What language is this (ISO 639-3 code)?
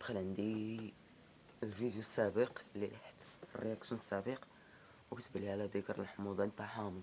ary